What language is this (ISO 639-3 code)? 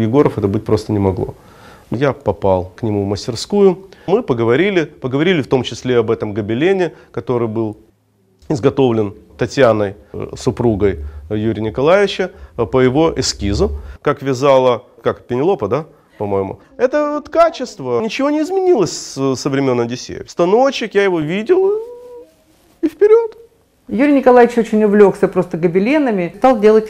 rus